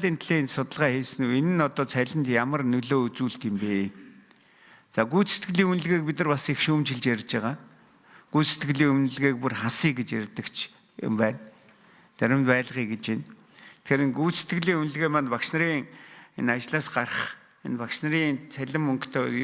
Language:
Mongolian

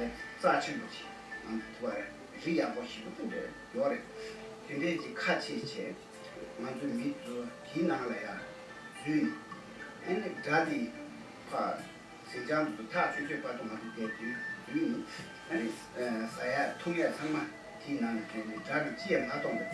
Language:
Tibetan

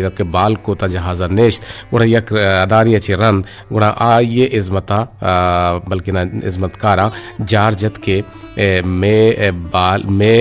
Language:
Eastern Balochi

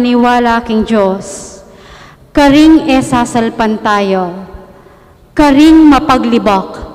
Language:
Pampanga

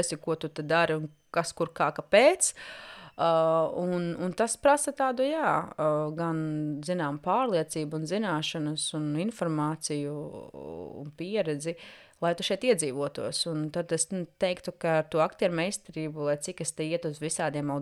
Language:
Latvian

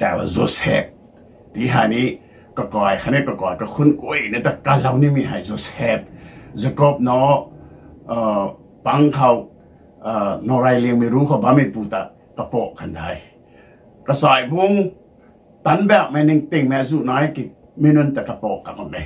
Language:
Rongmei Naga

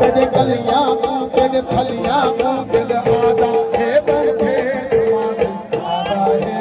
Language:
Saraiki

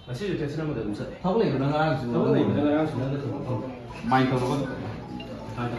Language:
Manipuri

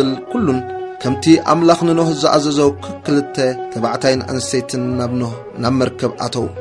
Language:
Tigrinya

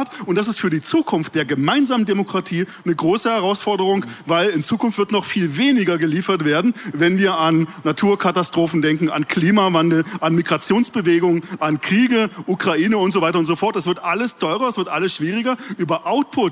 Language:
German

